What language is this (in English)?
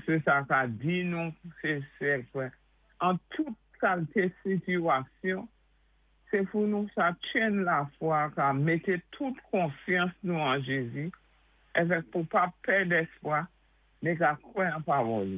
Saint Lucian Creole French